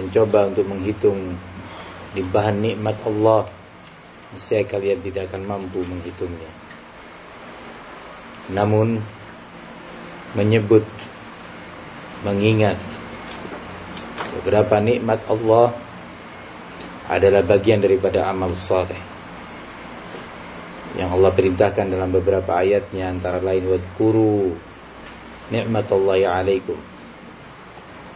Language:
Indonesian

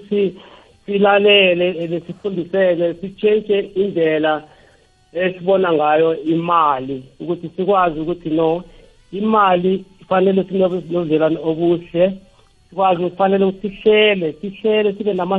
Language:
South Ndebele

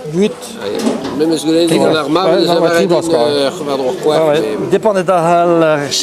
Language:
Breton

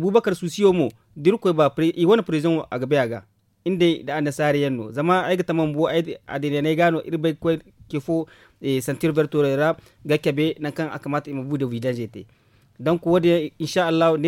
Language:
Zarma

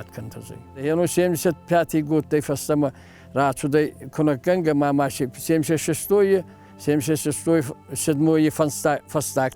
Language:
Ossetic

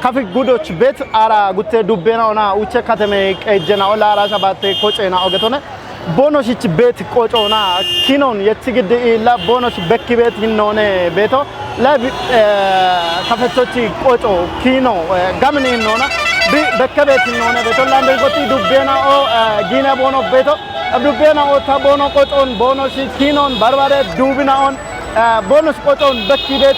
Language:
Kafa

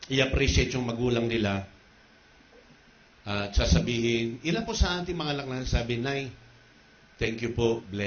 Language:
Filipino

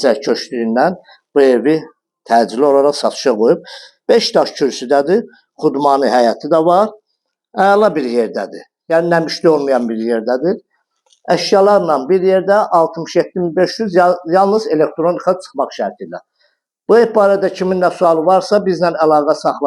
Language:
Azerbaijani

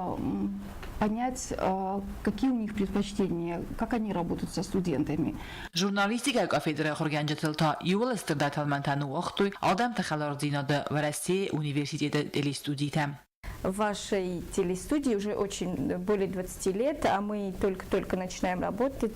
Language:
Ossetic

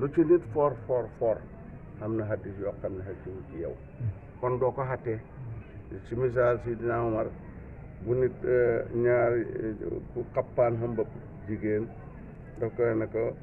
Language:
Wolof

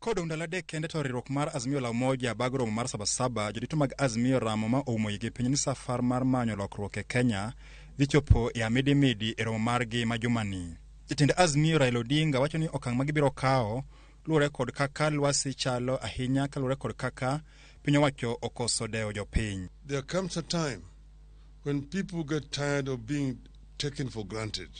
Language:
Luo (Kenya and Tanzania)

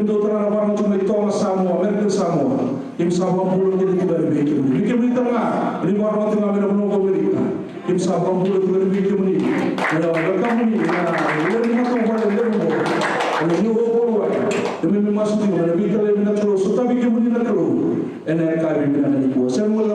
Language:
Fijian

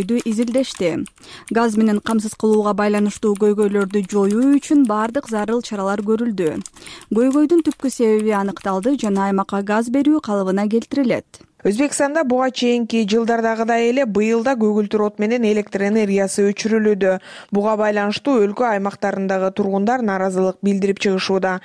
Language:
Kyrgyz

